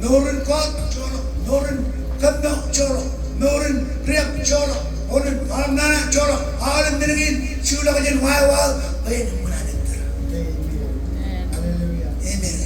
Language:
Marshallese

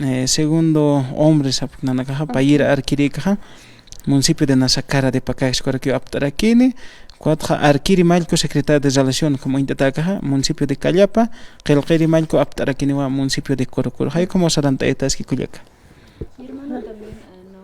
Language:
Aymara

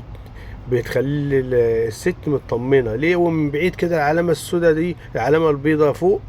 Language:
Egyptian Arabic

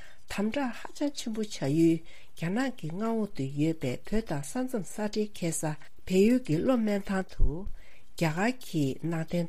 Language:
Tibetan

